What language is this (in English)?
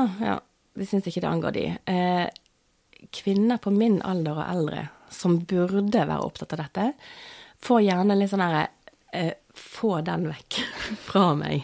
Norwegian